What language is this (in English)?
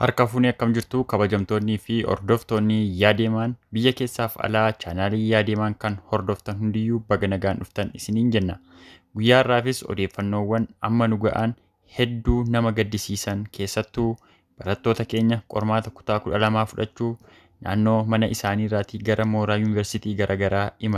Oromo